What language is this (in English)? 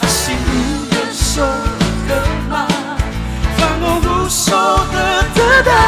Nias